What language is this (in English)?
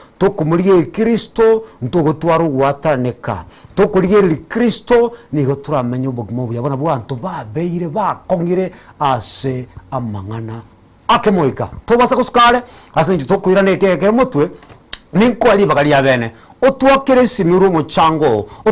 Gusii